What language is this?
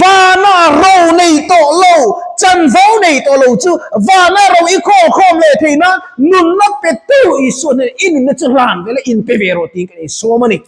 Mizo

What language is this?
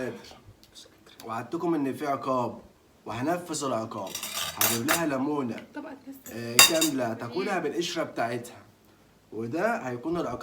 Egyptian Arabic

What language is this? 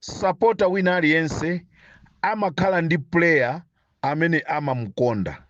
Nyanja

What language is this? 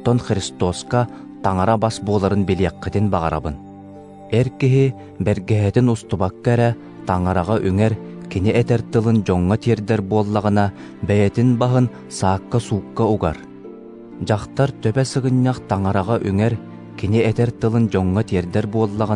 Yakut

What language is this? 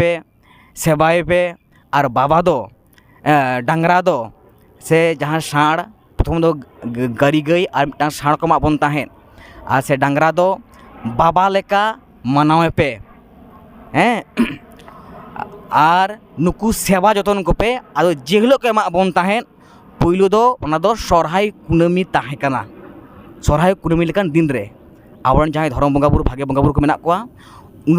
Santali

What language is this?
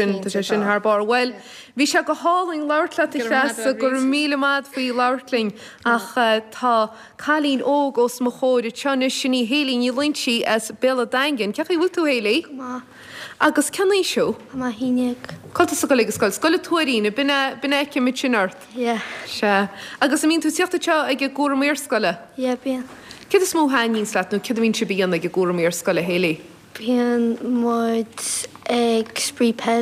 Irish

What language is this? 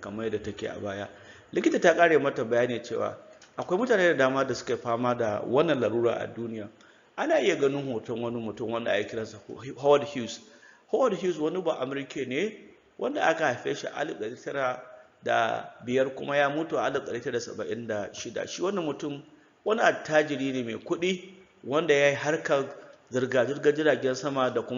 Hausa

